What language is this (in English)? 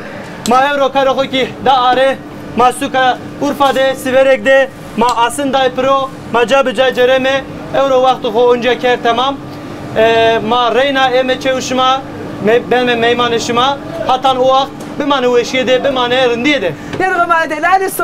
Zaza